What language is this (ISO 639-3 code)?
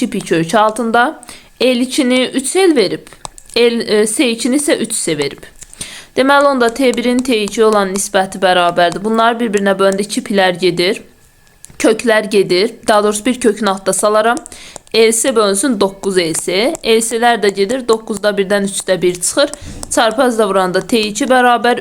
aze